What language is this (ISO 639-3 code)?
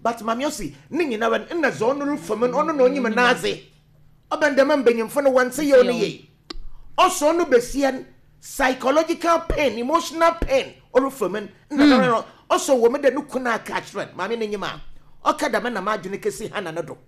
aka